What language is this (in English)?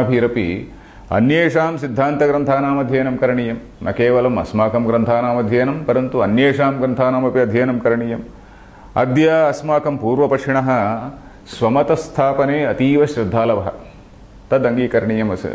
Sanskrit